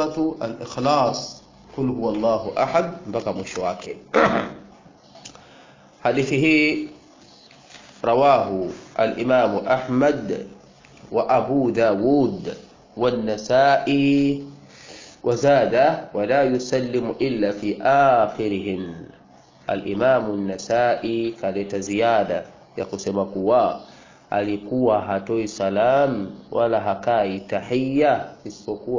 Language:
Swahili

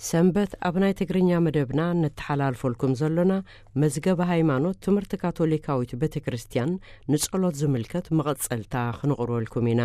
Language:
Tigrinya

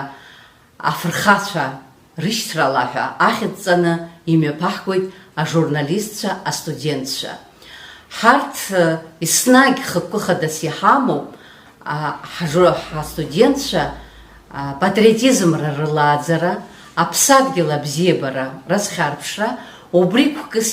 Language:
Abkhazian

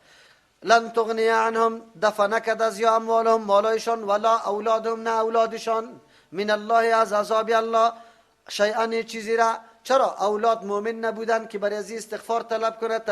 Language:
Persian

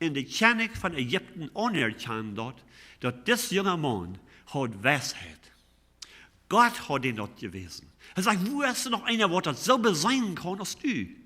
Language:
Plautdietsch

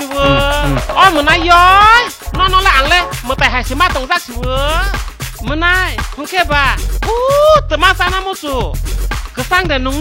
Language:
Kok Borok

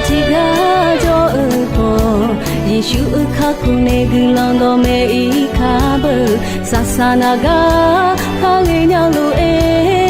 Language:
Akha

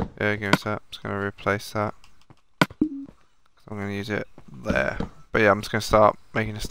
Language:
English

